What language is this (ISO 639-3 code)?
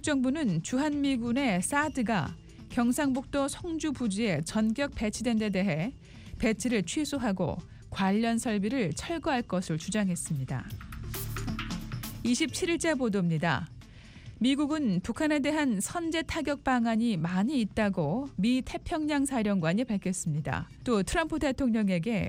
kor